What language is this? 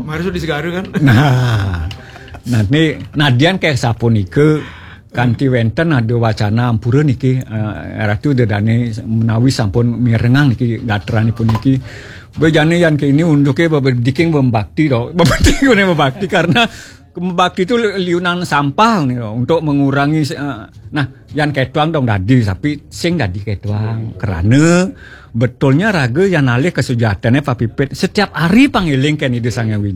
Balinese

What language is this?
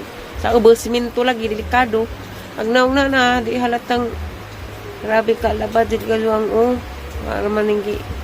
Cebuano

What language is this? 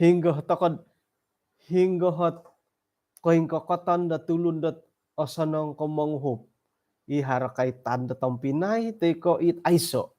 Central Dusun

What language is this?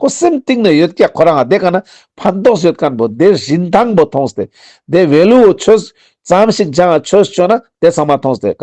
Ladakhi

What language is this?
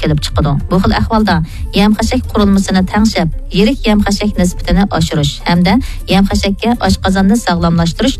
Uyghur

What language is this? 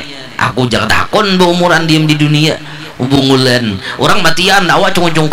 Banjar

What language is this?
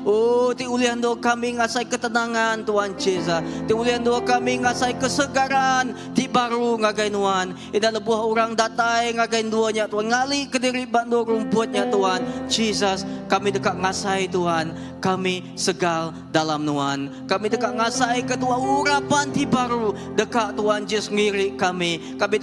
Iban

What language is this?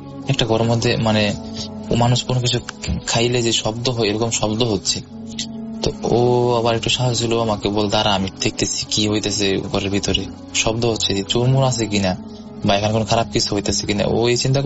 Bangla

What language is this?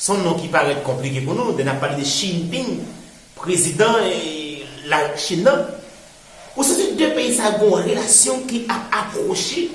Haitian Creole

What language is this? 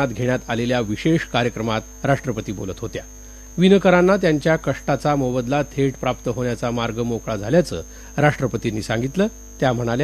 Marathi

